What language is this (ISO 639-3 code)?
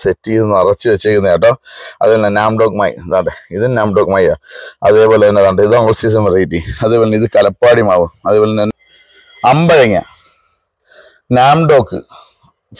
mal